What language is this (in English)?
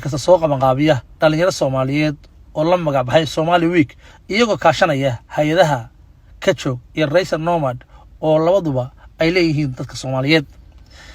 Somali